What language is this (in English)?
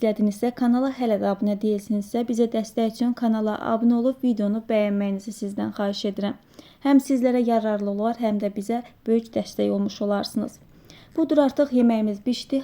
Azerbaijani